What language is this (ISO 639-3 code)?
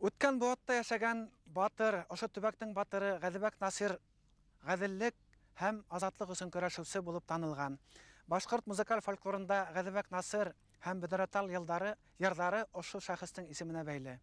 bak